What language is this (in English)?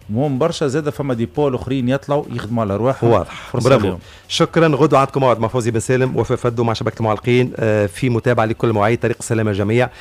Tunisian Arabic